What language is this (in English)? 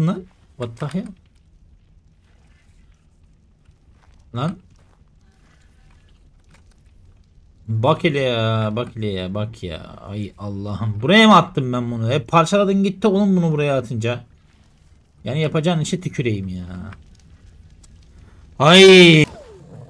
Turkish